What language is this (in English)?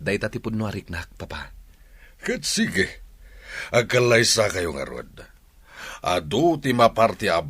Iloko